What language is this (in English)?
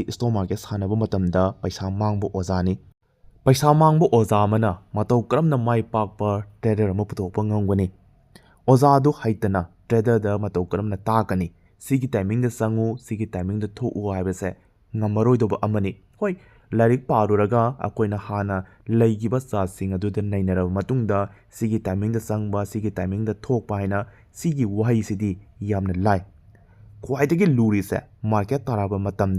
Manipuri